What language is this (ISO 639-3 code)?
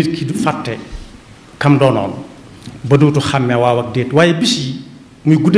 wol